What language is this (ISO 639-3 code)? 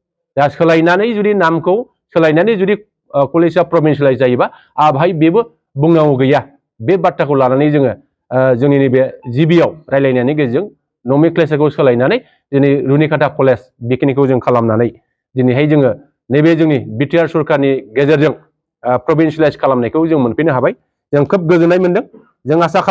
brx